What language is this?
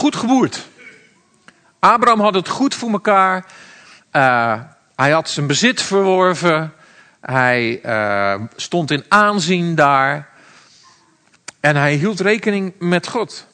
Dutch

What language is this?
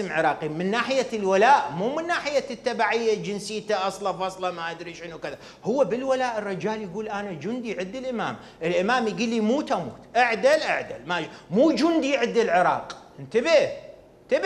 Mesopotamian Arabic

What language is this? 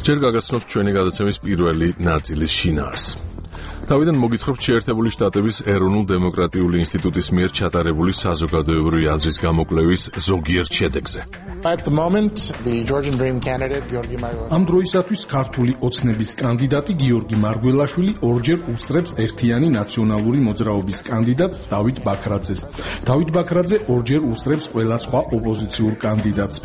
Georgian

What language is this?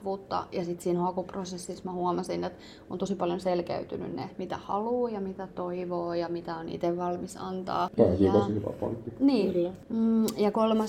Finnish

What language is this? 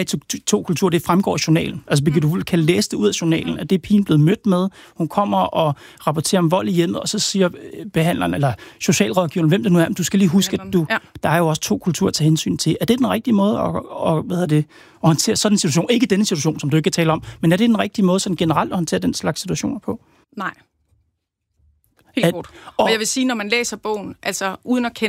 Danish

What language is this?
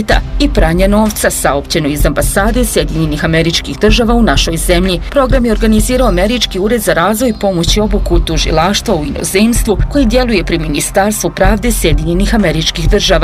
Bosnian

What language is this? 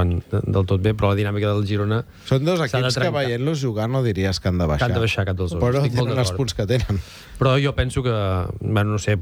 Catalan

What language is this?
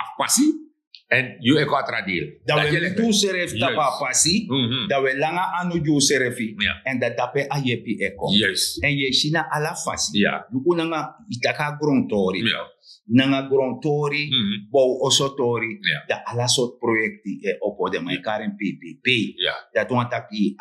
Sranan Tongo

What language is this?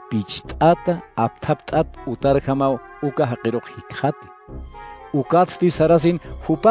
Aymara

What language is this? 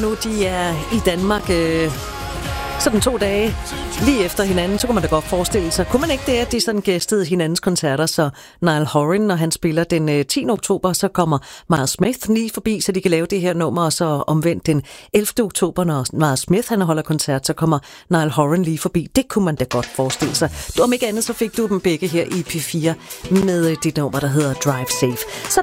Danish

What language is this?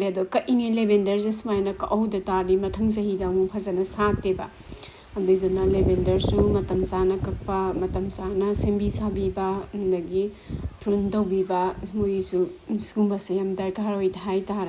Manipuri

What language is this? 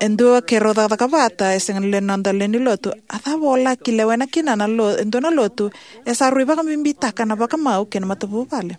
Fijian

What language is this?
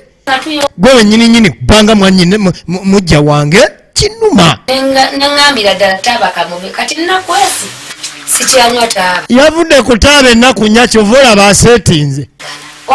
Ganda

